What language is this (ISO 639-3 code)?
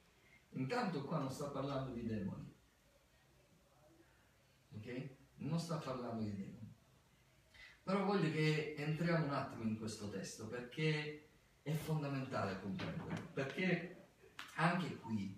ita